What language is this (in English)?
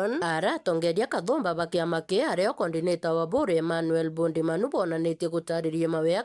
Meru